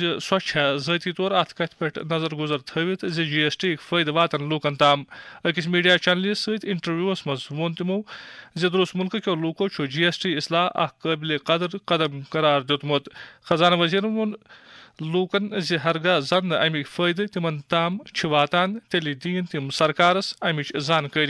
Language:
Kashmiri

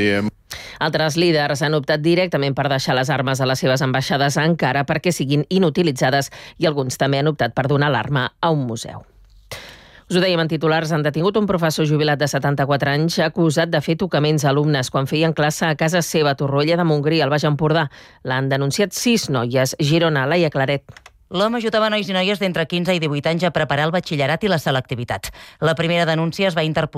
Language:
Catalan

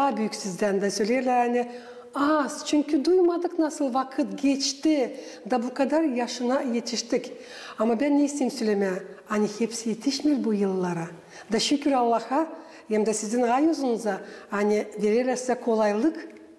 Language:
Gagauz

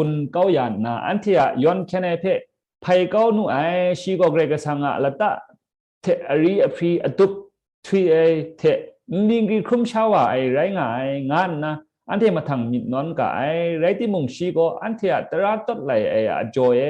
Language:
Kachin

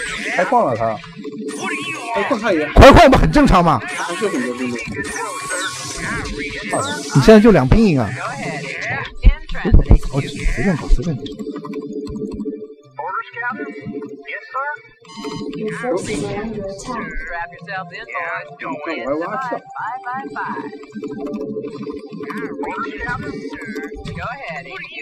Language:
Chinese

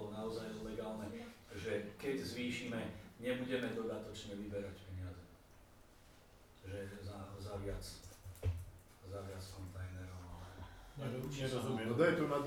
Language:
Slovak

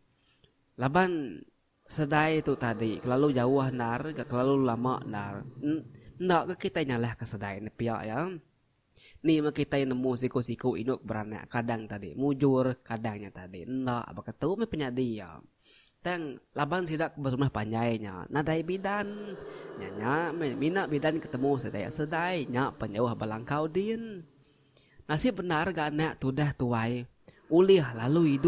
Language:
Iban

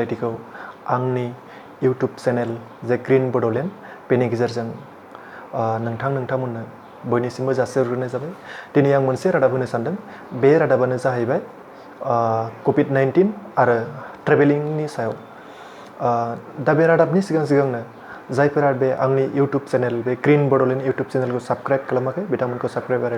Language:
Bodo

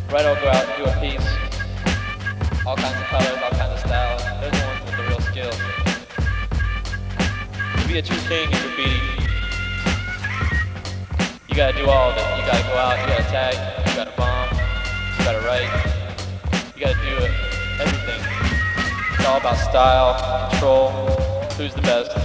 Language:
English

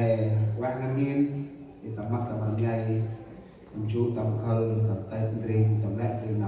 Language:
Central Mnong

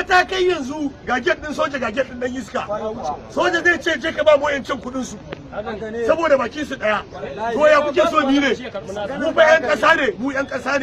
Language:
Hausa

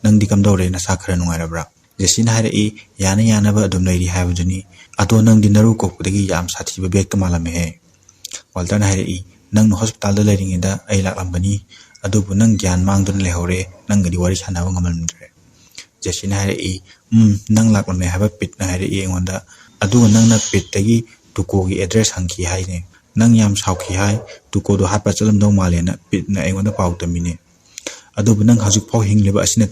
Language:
Manipuri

